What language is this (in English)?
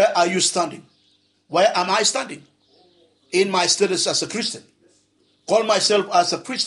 Bislama